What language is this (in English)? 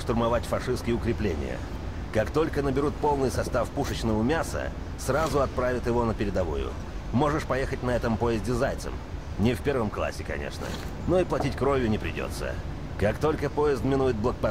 Russian